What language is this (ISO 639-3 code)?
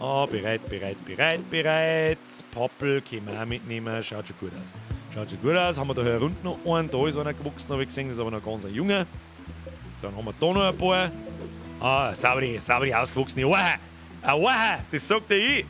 bar